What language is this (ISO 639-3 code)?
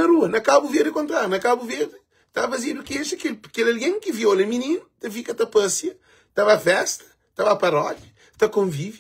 kea